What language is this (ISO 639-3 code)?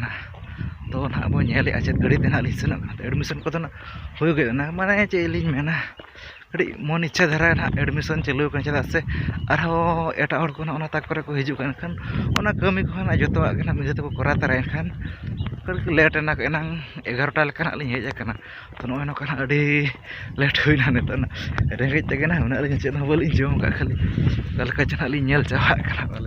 sat